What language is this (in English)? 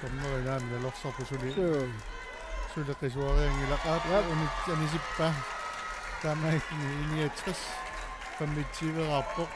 Kalaallisut